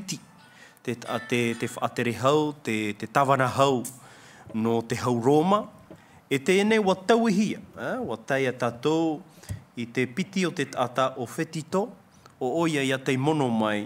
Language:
Tahitian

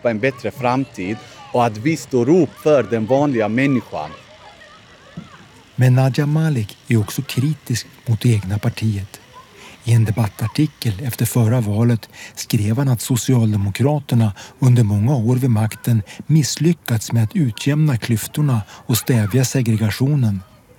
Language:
Swedish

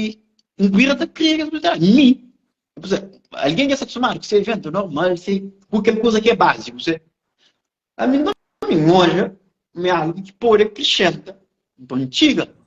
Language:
Kabuverdianu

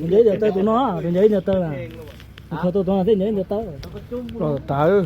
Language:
Hmong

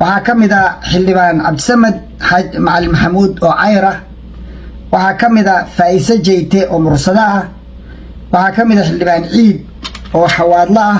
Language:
Somali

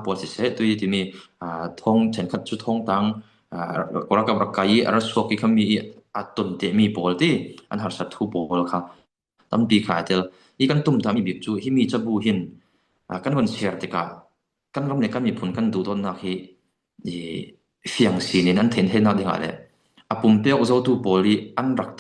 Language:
Falam Chin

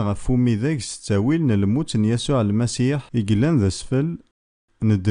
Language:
Kabyle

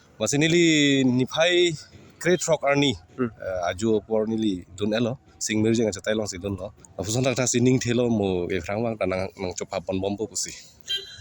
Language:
Karbi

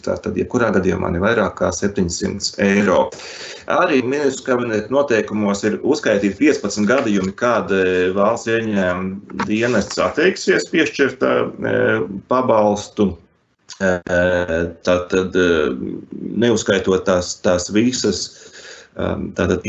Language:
Latvian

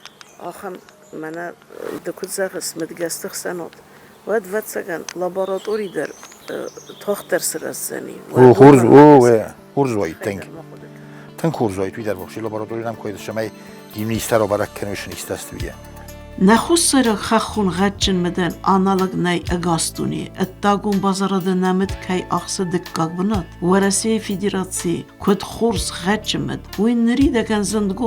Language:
Ossetic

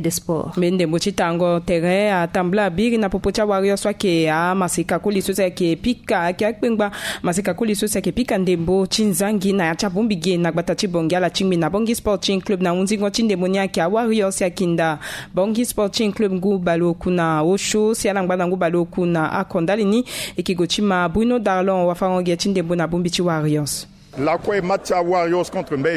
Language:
Sango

